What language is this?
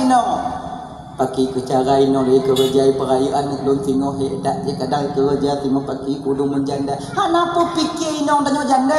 Achinese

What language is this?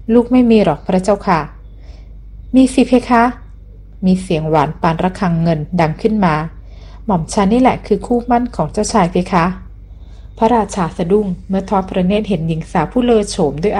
Thai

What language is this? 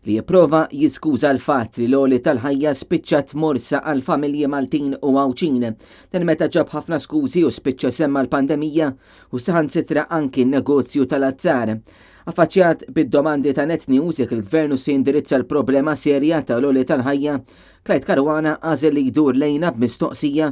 Maltese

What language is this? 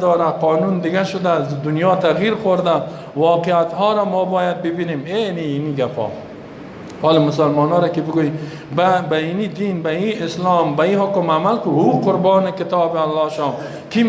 Persian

